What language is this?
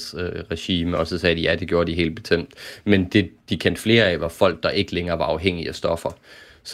Danish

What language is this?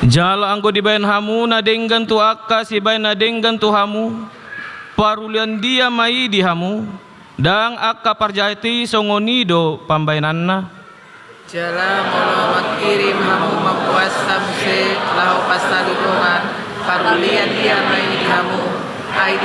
Batak Toba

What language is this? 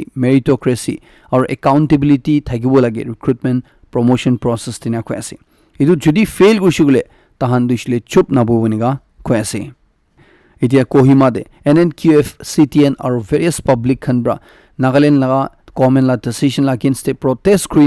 Naga Pidgin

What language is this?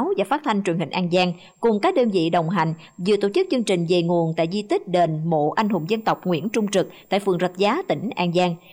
Vietnamese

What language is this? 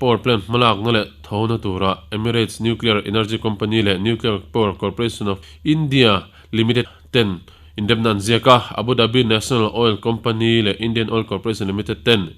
Mizo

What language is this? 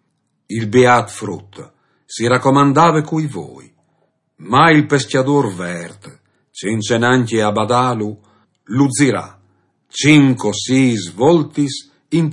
Friulian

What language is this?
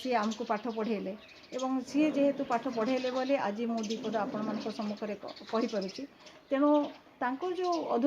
Odia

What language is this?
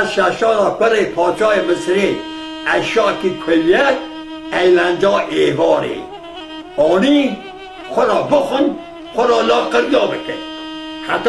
Kurdish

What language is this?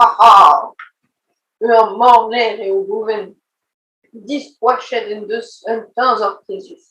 Breton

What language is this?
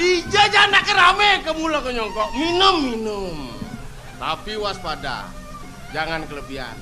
Balinese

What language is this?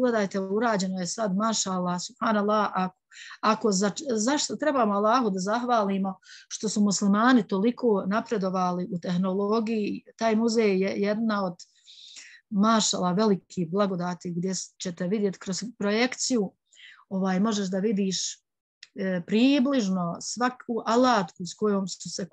Bosnian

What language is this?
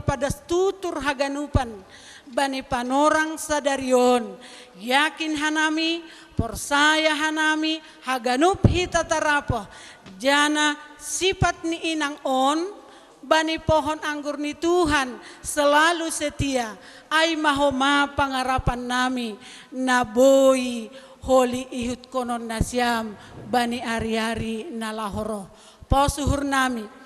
Batak Simalungun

